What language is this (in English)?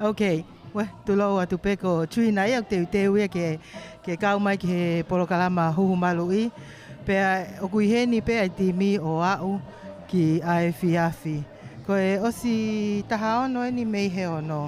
Tongan